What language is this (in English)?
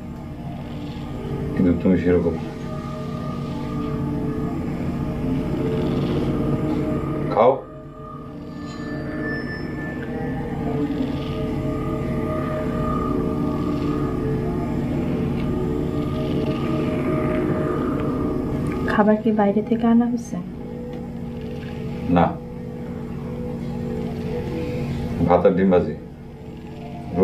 Bangla